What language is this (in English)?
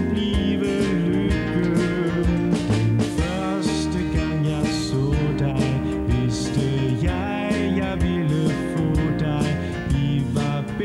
Danish